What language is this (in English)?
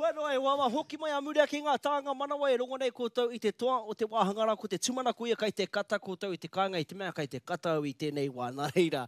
Māori